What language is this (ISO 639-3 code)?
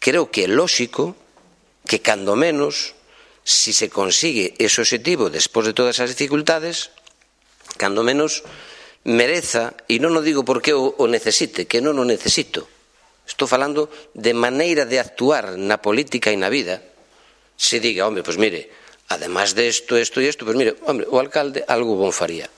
glg